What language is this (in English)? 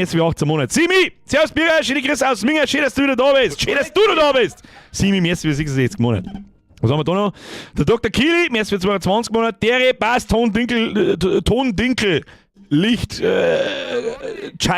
Bavarian